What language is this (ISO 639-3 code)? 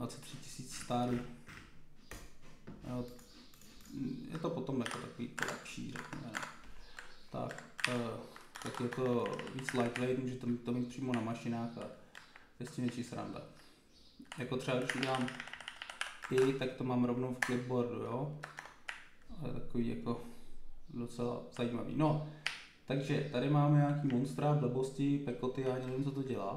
ces